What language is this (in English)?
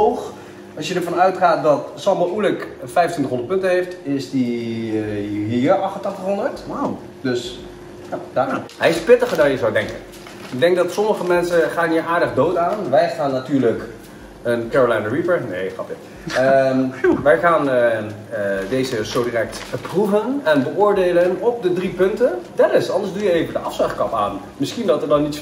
Dutch